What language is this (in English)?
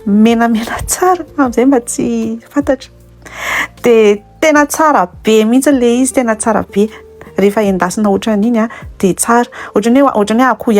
Malagasy